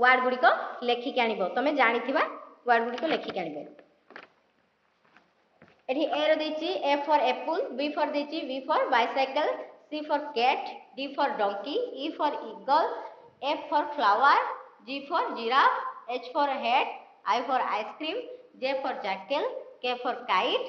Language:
Odia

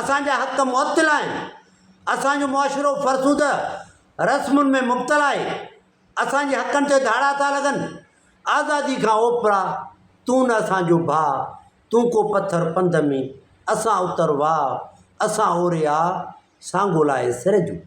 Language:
Sindhi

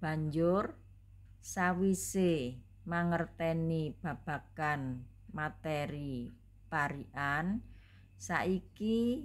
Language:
Javanese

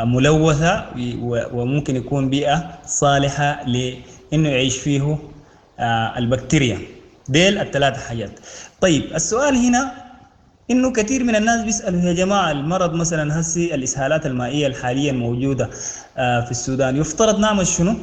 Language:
Sudanese Arabic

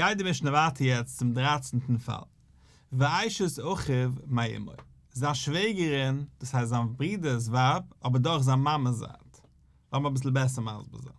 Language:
Yiddish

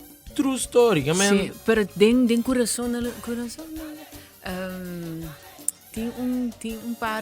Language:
Papiamento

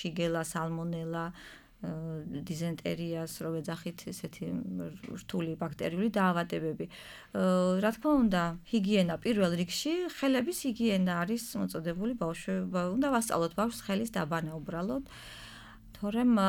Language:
Georgian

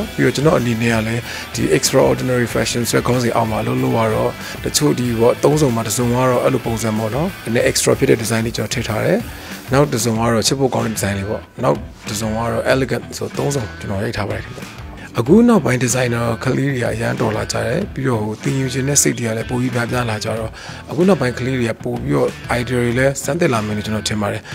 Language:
Burmese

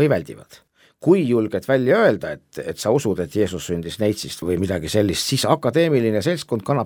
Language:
Estonian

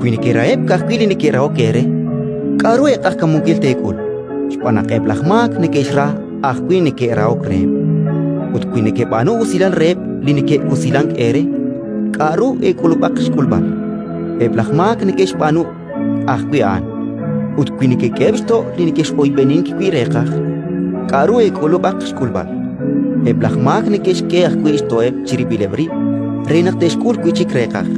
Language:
Kekchí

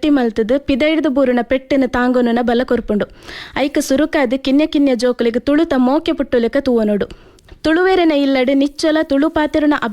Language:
Tulu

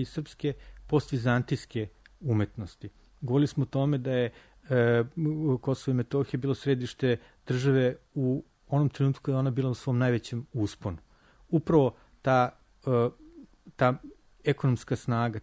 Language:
Serbian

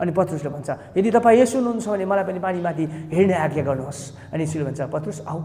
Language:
Nepali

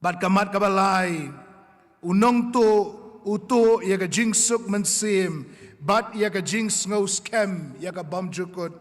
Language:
Khasi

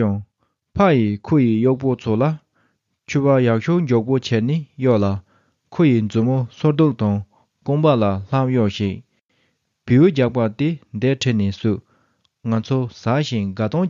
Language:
Tibetan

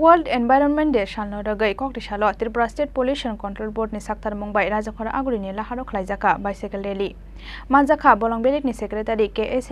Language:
Kok Borok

